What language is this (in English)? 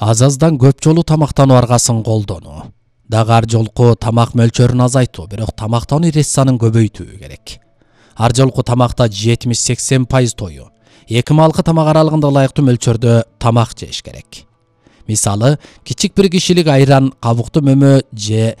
Kyrgyz